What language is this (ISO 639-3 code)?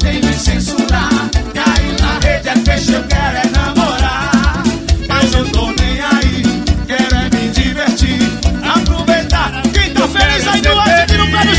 por